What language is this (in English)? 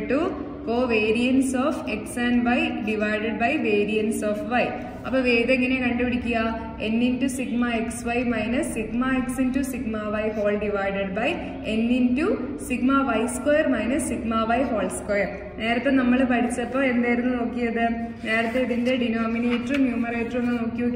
Malayalam